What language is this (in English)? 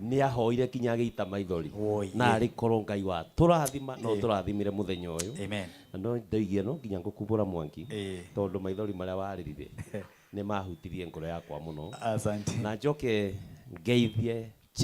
Kikuyu